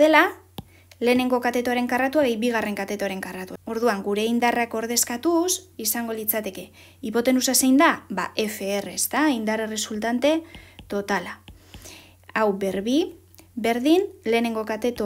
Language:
Basque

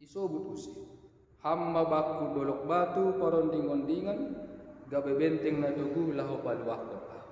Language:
Batak Simalungun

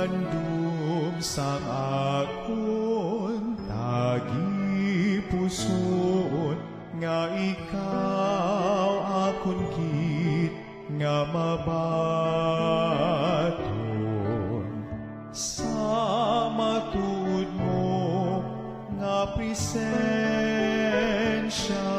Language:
Hiligaynon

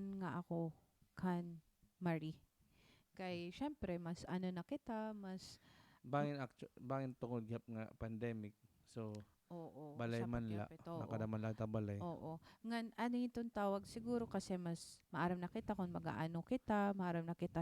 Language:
Waray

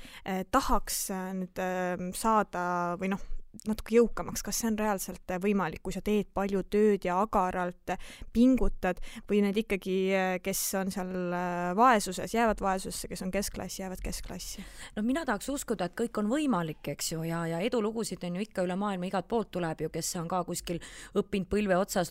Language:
Estonian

